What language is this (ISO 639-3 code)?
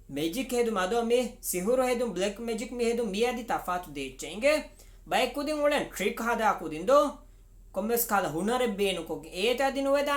div